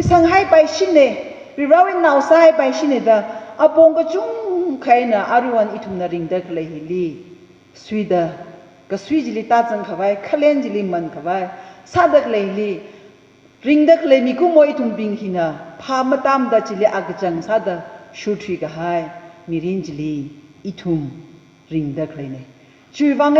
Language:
Tangkhul Naga (India)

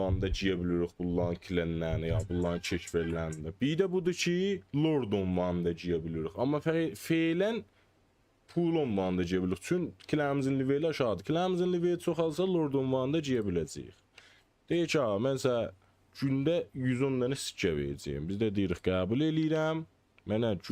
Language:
South Azerbaijani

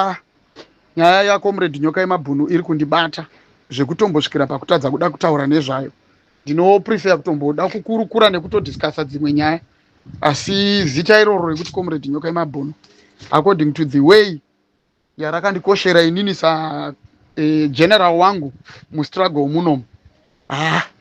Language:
Shona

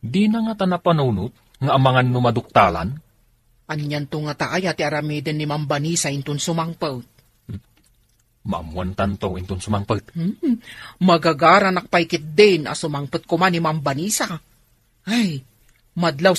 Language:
Iloko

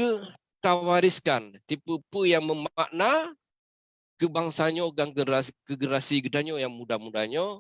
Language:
Achinese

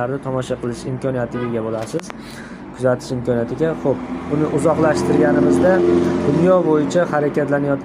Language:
Uzbek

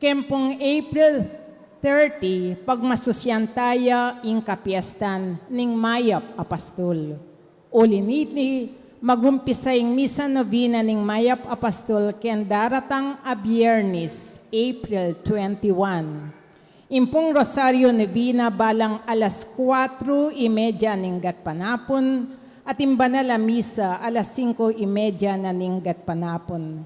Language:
Pampanga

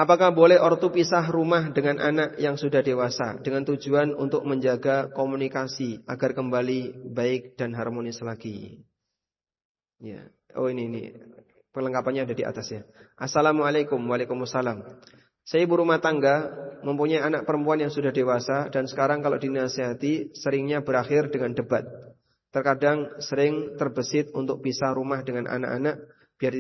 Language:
Indonesian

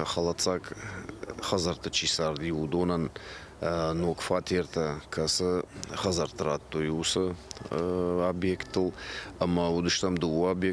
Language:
Ossetic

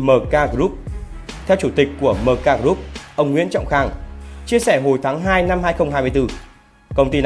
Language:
Vietnamese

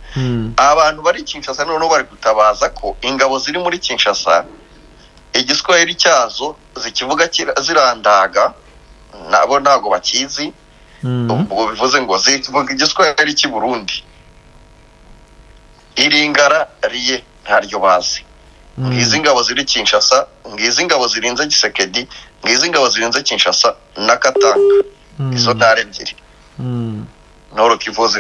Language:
Kinyarwanda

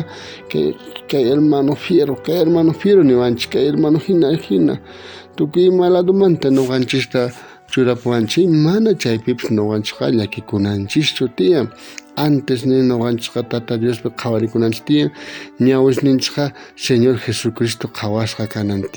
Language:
South Bolivian Quechua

